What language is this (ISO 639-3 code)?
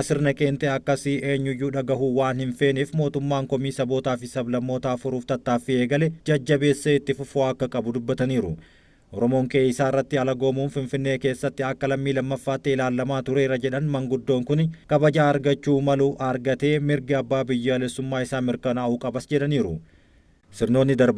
orm